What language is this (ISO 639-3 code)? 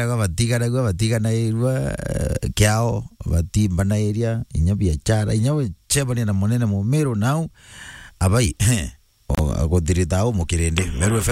mer